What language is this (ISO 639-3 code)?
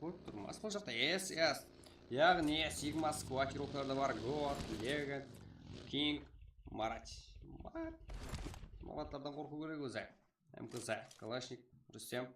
kaa